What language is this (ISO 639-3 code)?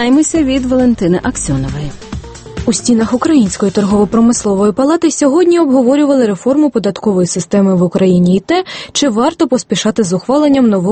ukr